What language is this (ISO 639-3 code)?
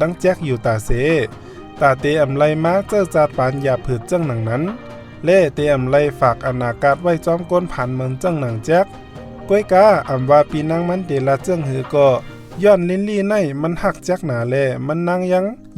shn